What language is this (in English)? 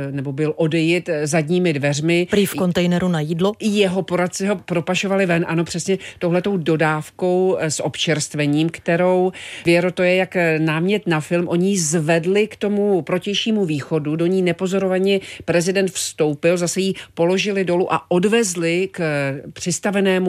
Czech